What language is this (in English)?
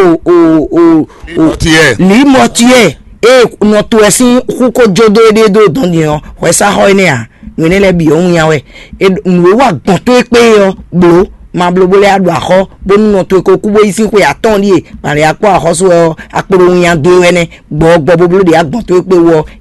Fon